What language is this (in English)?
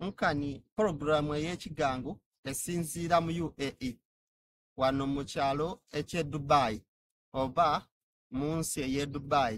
Soga